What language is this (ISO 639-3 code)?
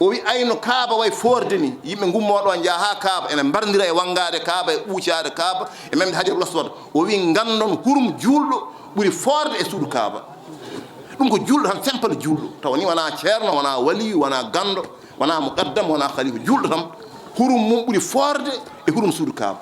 ful